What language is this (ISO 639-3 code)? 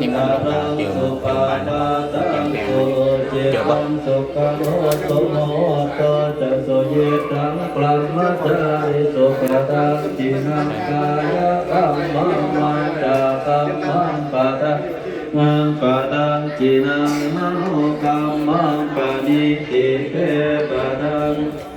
pli